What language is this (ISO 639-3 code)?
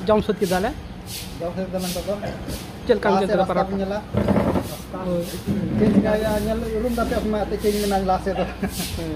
sat